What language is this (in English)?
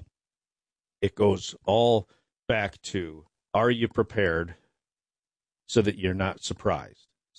English